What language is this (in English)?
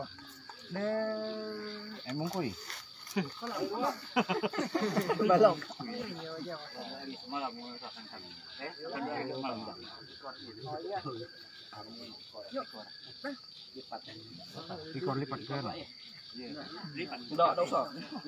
Malay